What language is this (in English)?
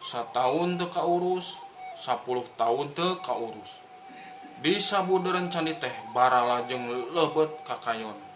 Sundanese